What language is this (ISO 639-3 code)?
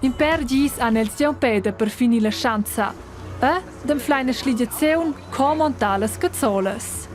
roh